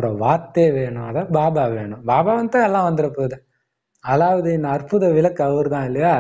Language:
Tamil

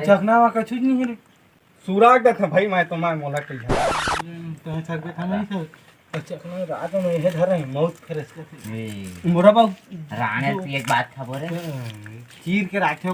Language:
Chhattisgarhi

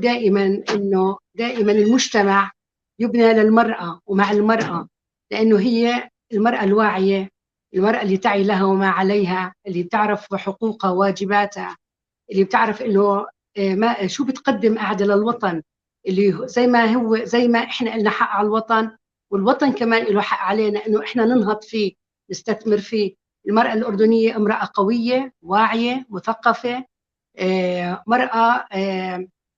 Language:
North Levantine Arabic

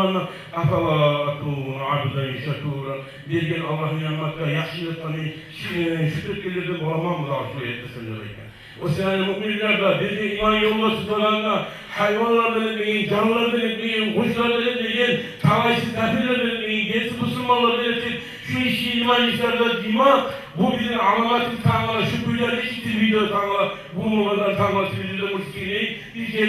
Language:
Kumyk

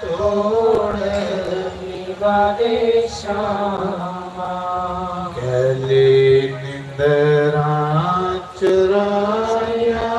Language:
Dogri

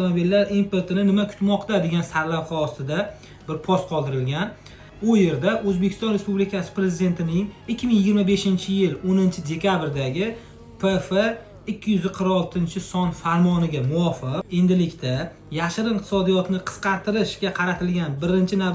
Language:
Uzbek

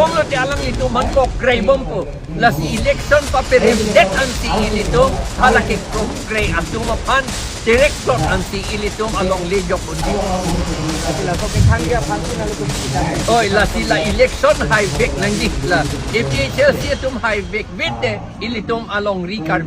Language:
Karbi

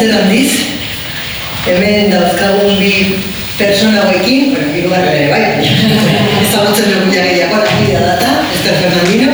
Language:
Basque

